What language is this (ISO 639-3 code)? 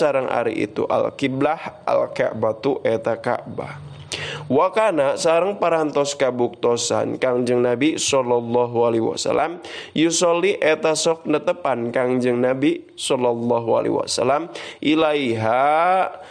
sun